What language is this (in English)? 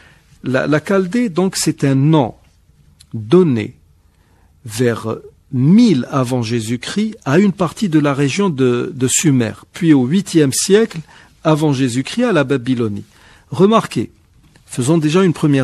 French